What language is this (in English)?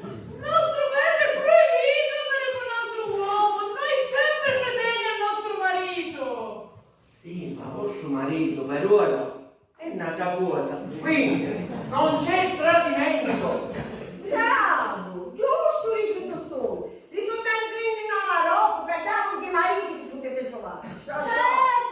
Sicilian